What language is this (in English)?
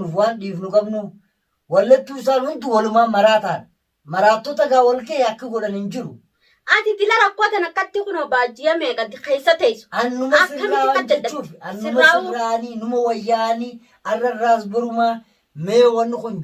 Oromo